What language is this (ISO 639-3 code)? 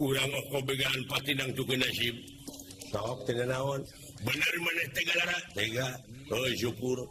sun